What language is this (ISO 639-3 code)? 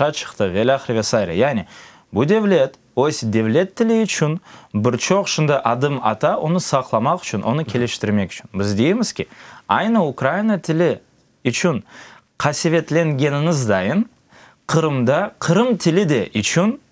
crh